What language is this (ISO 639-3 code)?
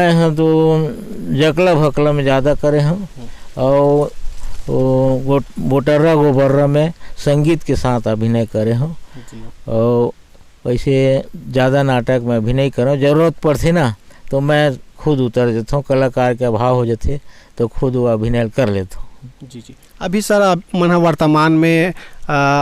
hne